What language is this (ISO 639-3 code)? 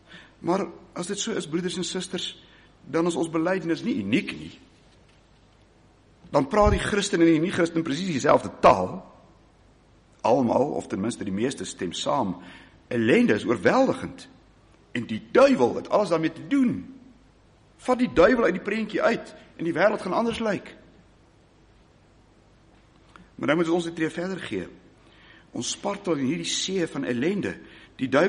afr